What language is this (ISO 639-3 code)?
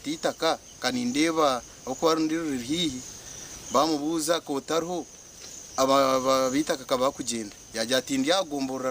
nyn